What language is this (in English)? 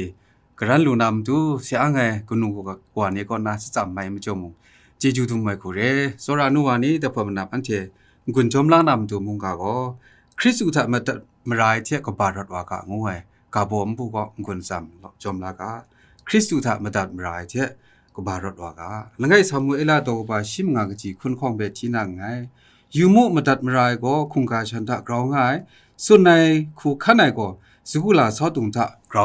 Kachin